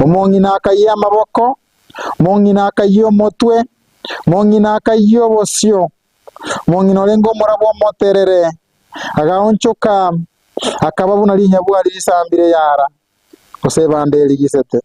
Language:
Gusii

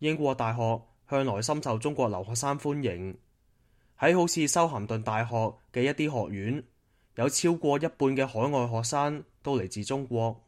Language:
Cantonese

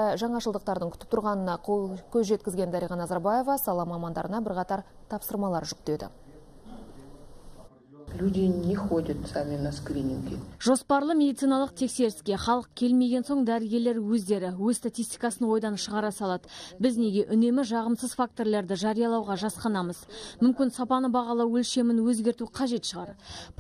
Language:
Kazakh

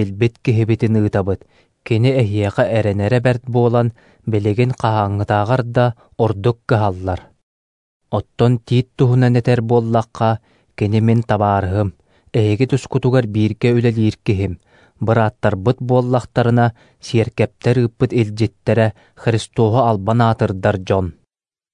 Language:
Yakut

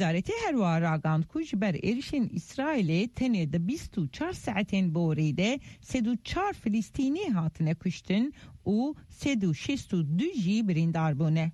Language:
Kurdish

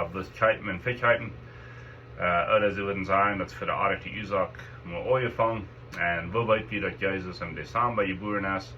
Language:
Plautdietsch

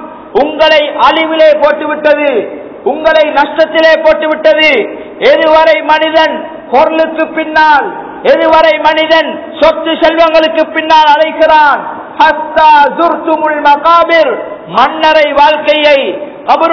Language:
Tamil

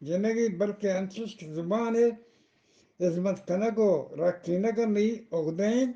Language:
Eastern Balochi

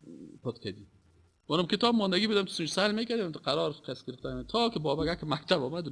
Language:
Persian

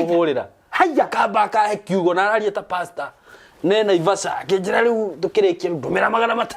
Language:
Kikuyu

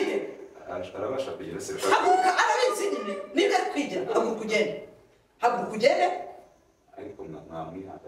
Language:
Kinyarwanda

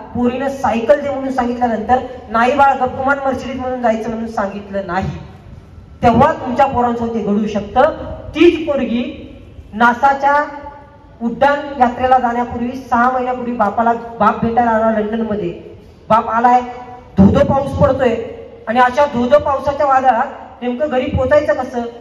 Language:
Marathi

